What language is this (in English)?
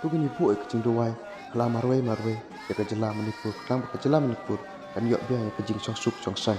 Khasi